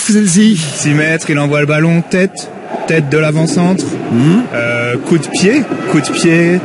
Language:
French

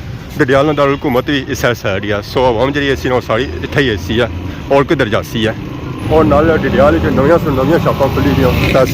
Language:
Pahari-Potwari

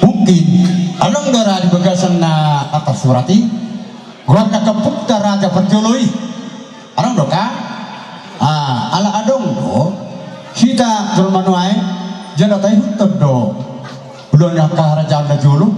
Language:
Batak Toba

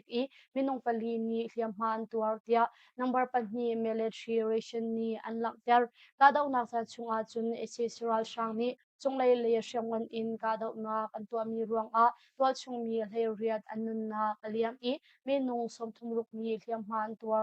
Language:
Hakha Chin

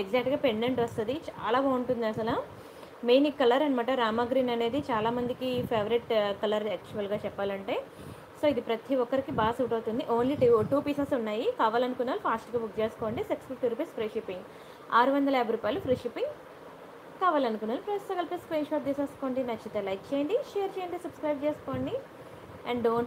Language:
Telugu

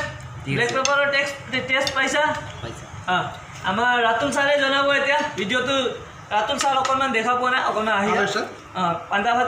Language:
Assamese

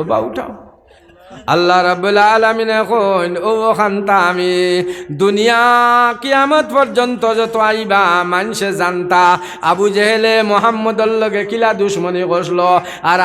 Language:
Sylheti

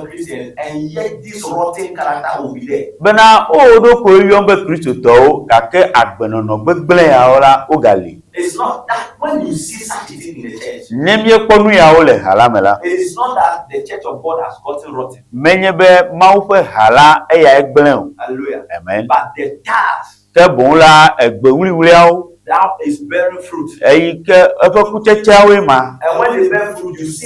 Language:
Ewe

